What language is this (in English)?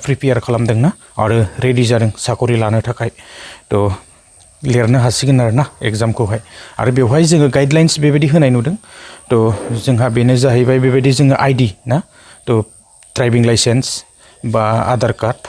Bodo